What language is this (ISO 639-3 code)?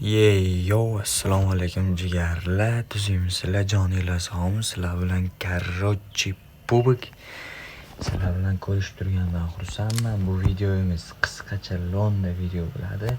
uzb